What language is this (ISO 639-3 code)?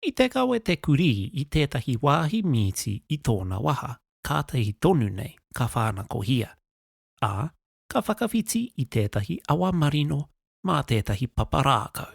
mri